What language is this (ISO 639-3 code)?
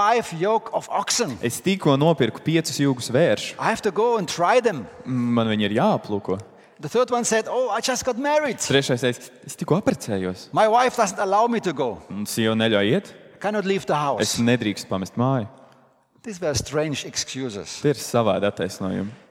lav